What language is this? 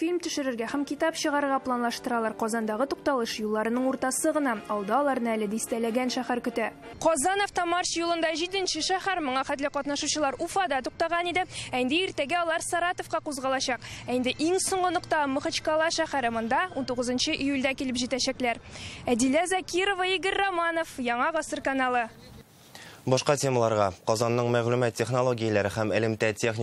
Tatar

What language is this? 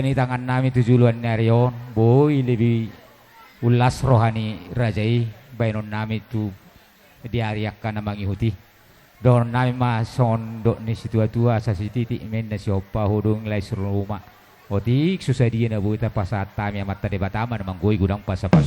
Batak Toba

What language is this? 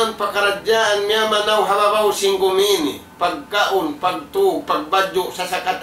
Tausug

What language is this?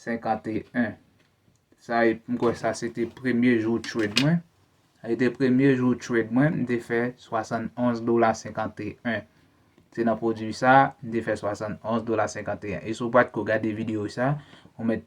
Haitian Creole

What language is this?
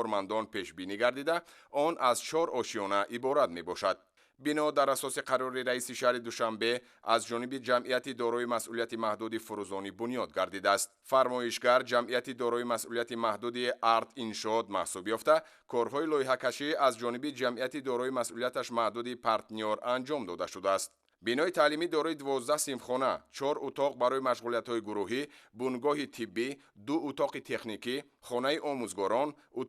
Tajik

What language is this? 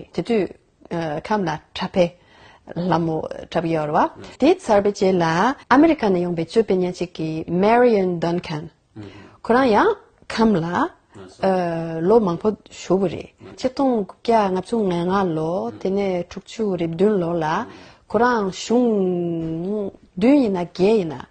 Tibetan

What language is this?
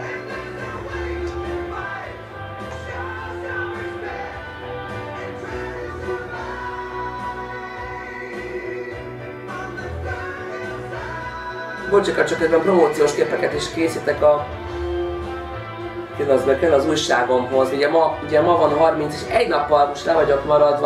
Hungarian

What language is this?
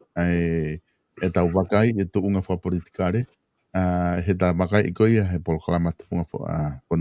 Tongan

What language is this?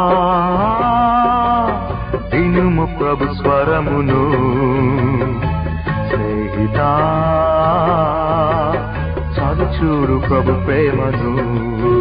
Telugu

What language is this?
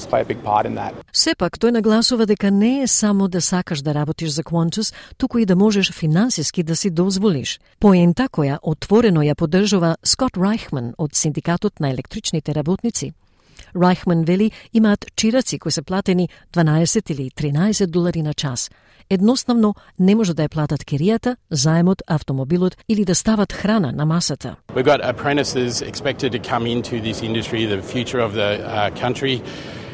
Macedonian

